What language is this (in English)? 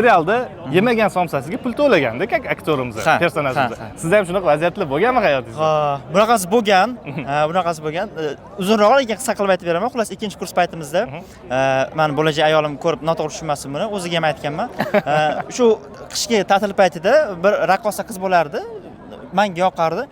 Uzbek